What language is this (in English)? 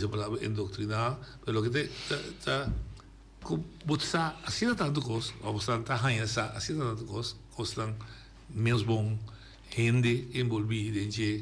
Papiamento